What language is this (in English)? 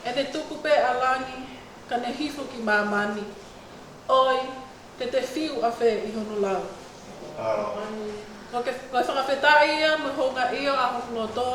Tongan